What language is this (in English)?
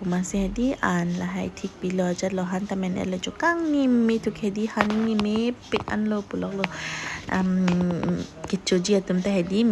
Karbi